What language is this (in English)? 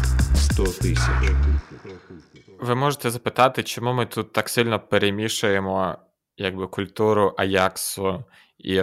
Ukrainian